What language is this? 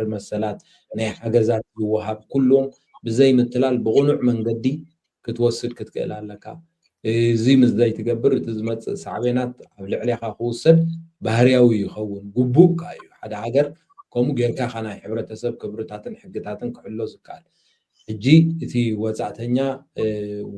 Tigrinya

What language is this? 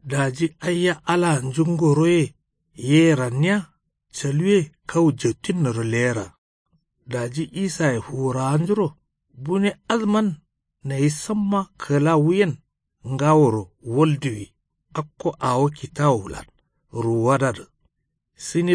Kanuri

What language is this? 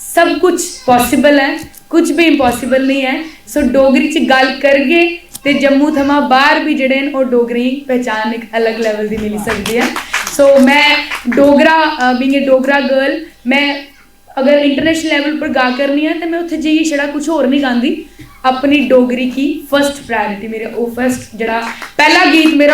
Dogri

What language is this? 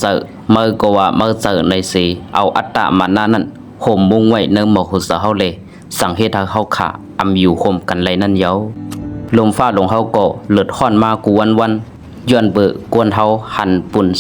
Shan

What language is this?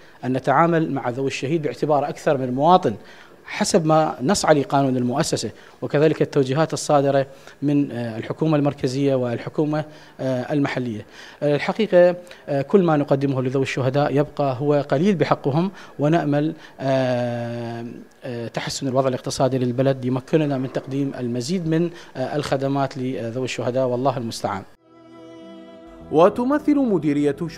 Arabic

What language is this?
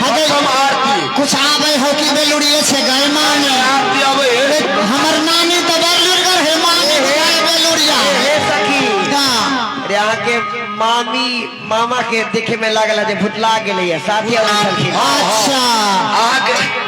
Maithili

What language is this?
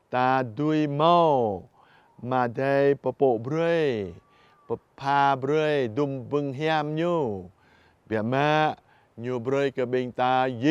Jarai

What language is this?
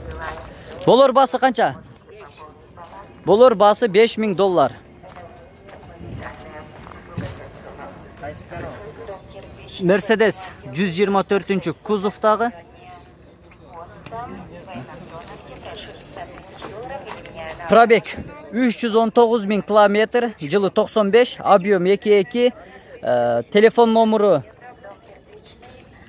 Kyrgyz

